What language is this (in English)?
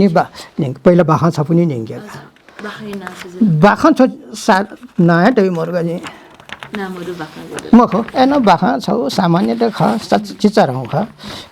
Newari